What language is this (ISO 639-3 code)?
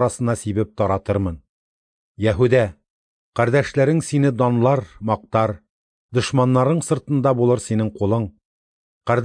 tat